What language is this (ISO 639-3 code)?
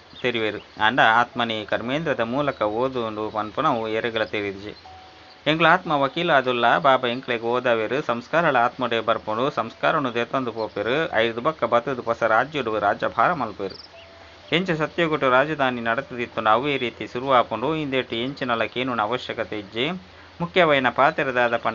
tcy